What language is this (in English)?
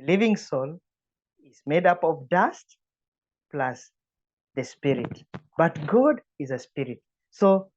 English